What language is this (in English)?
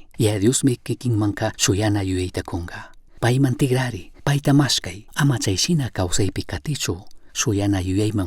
Chimborazo Highland Quichua